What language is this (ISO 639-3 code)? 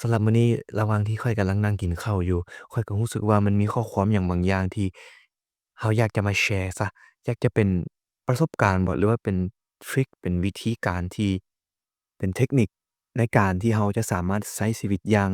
lao